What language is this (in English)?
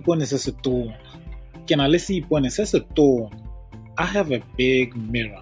Tswana